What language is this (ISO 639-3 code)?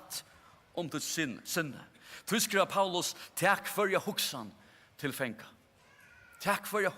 fao